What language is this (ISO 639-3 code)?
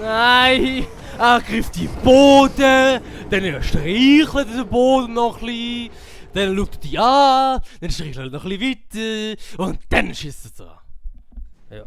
gsw